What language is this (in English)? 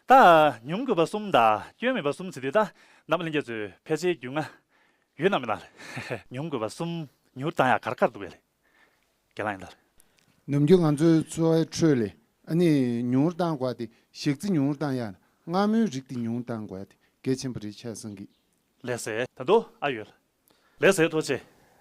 Tibetan